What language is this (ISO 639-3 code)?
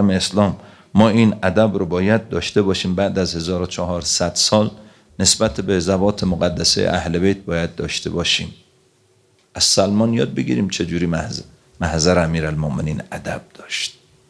fas